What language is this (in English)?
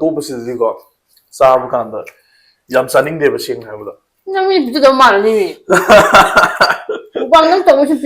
Manipuri